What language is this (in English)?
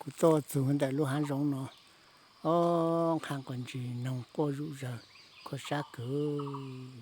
Hmong